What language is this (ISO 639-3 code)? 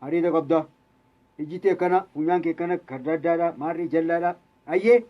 orm